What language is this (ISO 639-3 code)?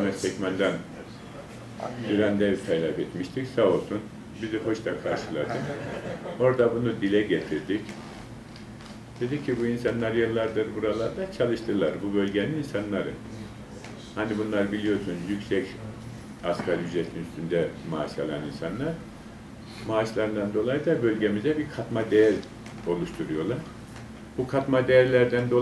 tur